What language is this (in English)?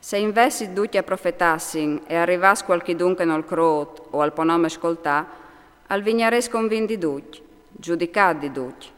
Friulian